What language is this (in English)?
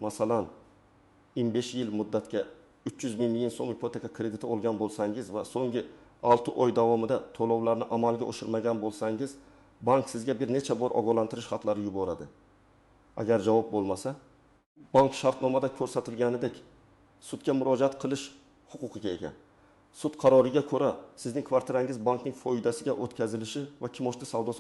Uzbek